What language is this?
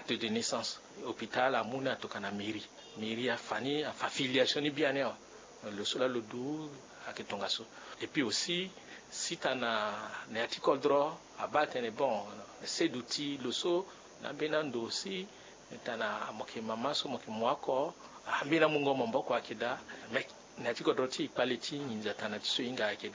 Sango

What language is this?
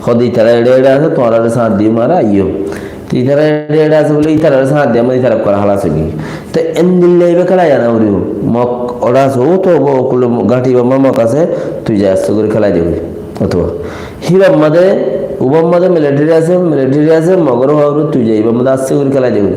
Rohingya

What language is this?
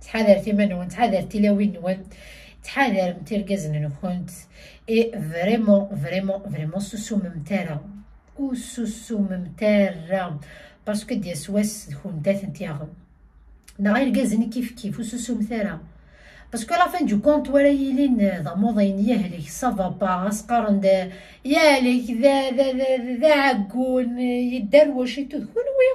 Kabyle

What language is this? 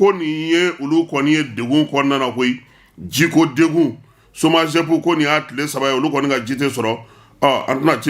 Bambara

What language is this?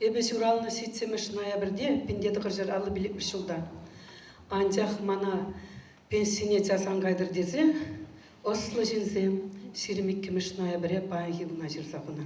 Chuvash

